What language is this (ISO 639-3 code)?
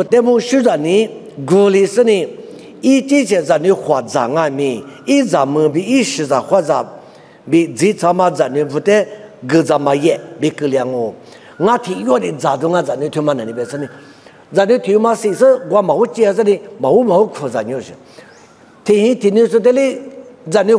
lis